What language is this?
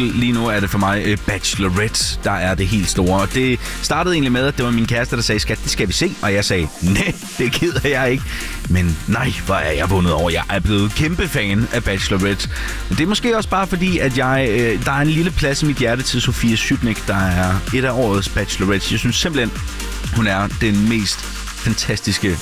Danish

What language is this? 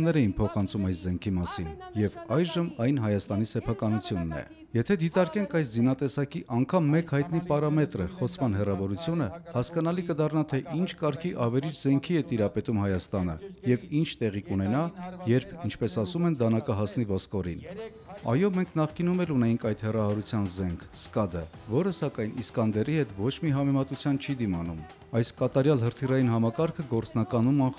Armenian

